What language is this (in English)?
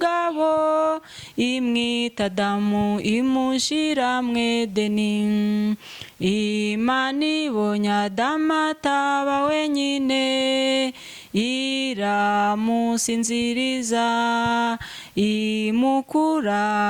Kinyarwanda